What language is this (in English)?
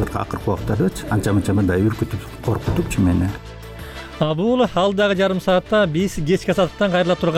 Kyrgyz